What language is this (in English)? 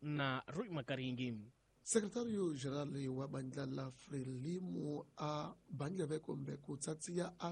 Tsonga